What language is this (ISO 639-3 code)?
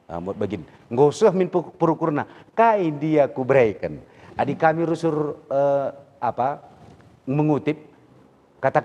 btx